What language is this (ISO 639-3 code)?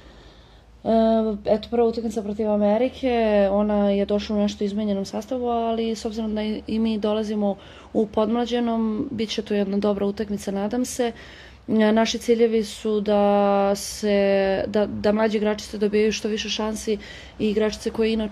srp